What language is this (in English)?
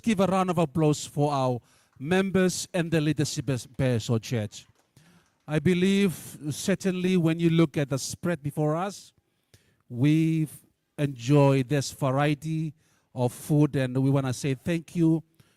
Gilbertese